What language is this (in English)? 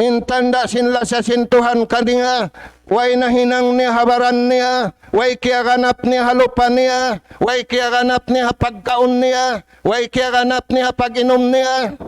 Tausug